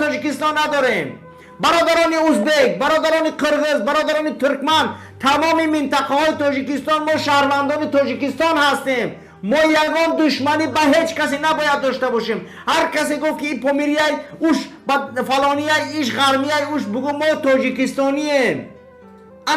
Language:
Tajik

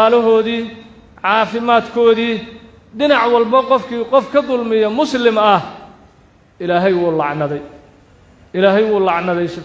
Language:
Somali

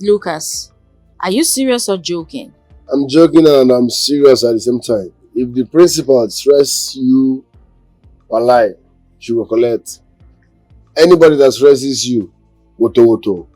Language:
Nigerian Pidgin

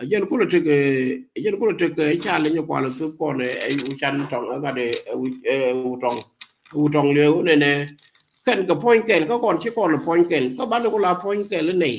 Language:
Nuer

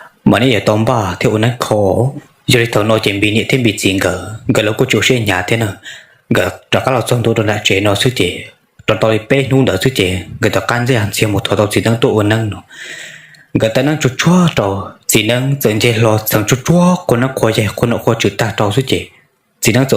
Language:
Hmong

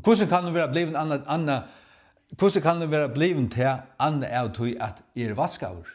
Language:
Faroese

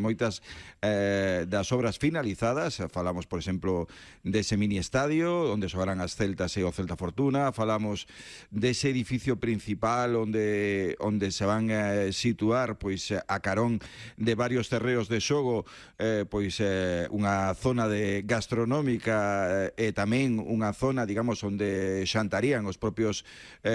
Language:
Galician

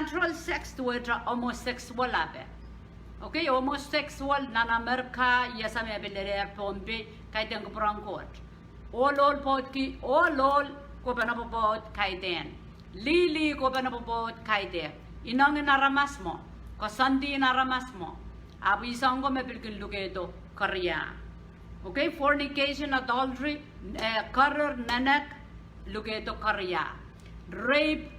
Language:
Pohnpeian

